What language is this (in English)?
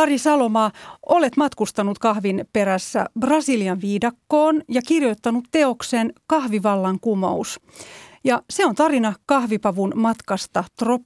Finnish